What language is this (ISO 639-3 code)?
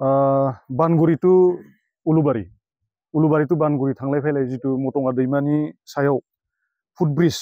brx